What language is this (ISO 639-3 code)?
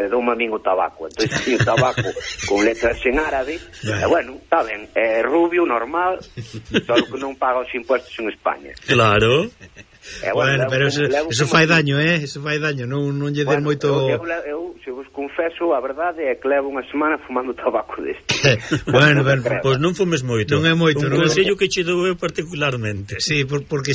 glg